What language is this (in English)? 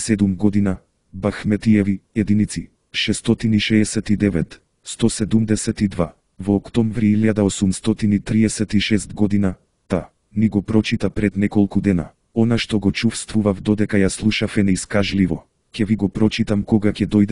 Macedonian